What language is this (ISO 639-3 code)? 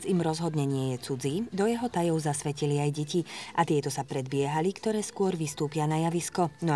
slk